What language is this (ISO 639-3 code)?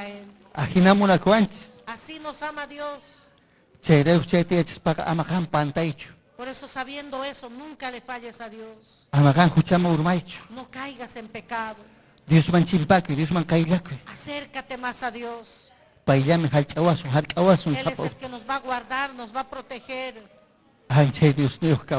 quy